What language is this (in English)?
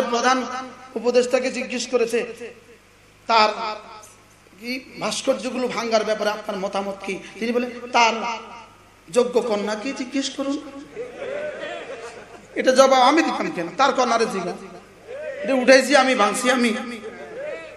Bangla